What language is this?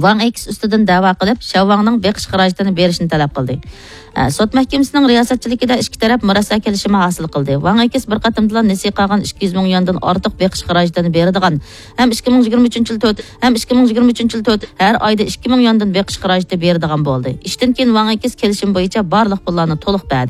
Uyghur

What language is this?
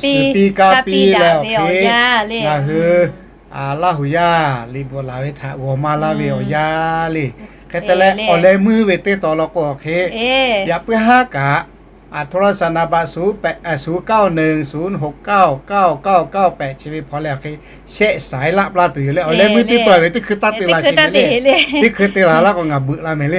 Lahu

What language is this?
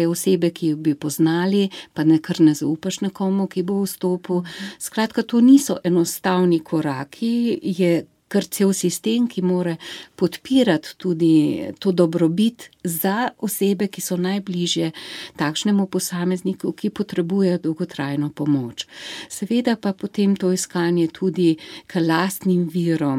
Slovenian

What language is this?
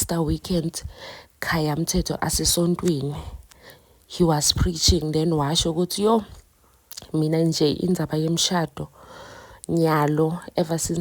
Zulu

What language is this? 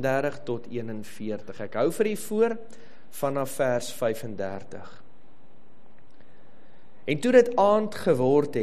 Afrikaans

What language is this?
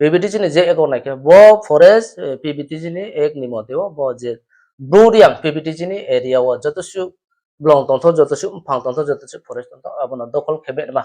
Riang (India)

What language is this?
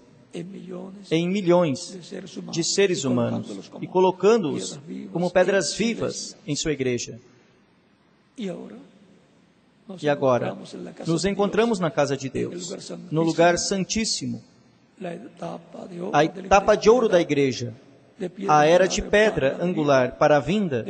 Portuguese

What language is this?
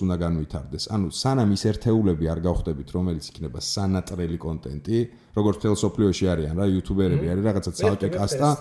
Georgian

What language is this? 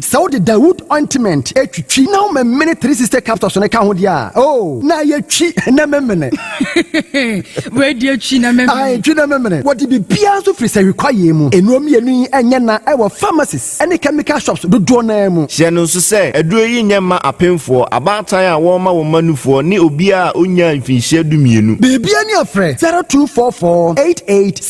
Akan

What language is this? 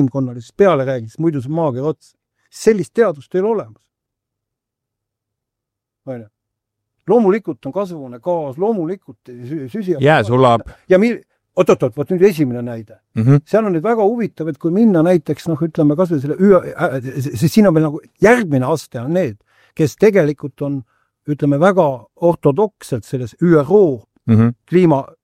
Estonian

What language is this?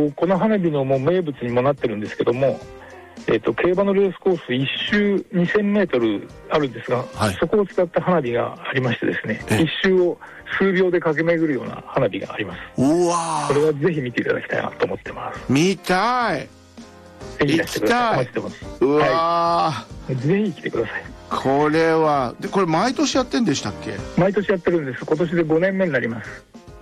Japanese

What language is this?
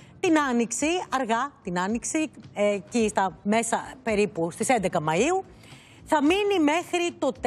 Greek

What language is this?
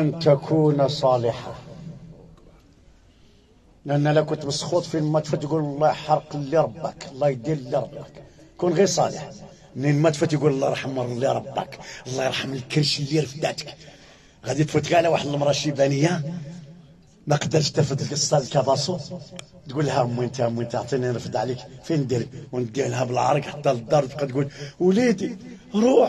Moroccan Arabic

